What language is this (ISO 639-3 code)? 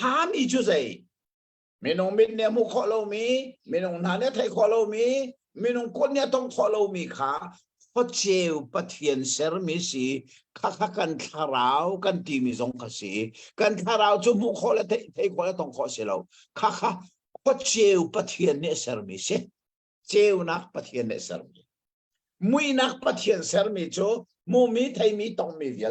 cnh